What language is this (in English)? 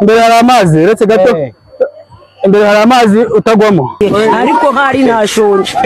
Kinyarwanda